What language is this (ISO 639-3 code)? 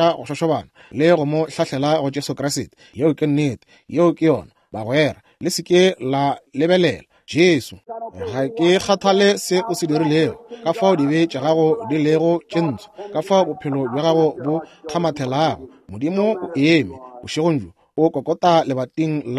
nso